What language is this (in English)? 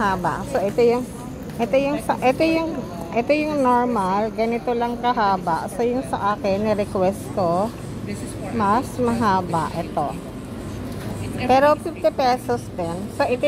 Filipino